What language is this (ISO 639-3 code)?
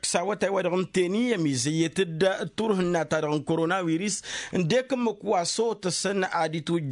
taq